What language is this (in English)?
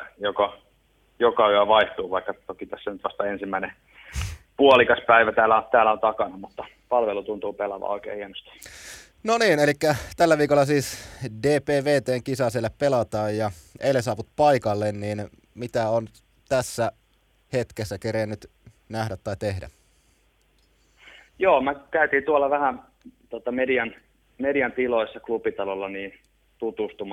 Finnish